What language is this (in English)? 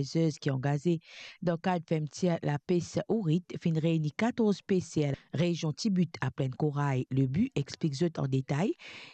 Morisyen